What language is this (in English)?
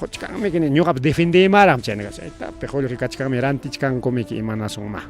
Ayacucho Quechua